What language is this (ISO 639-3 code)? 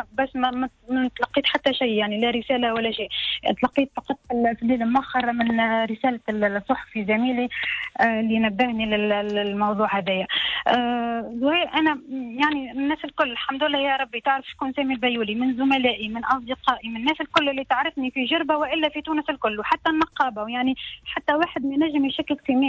aeb